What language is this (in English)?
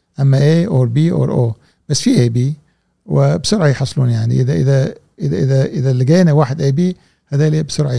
Gulf Arabic